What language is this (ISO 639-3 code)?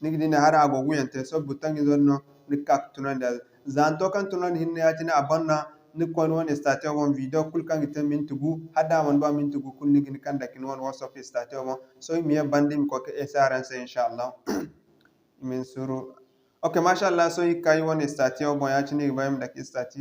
dje